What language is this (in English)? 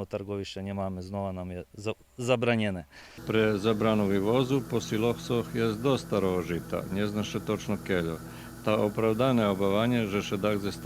Rusyn